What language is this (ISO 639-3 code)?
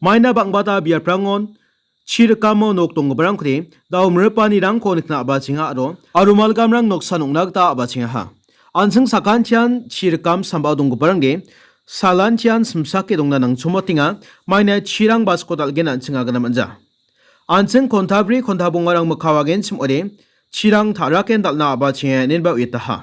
grt